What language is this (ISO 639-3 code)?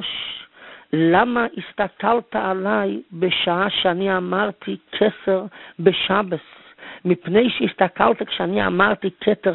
heb